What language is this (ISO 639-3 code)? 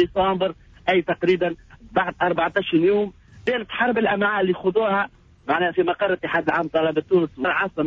aeb